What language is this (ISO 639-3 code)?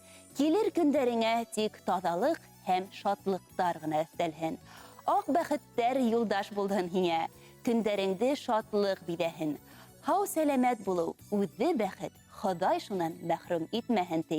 bak